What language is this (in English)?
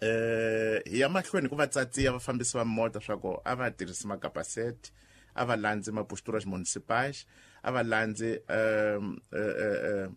Tsonga